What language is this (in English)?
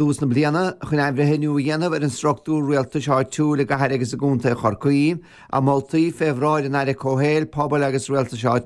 Irish